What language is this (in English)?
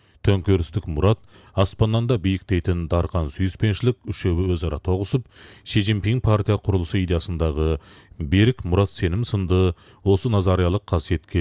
Kazakh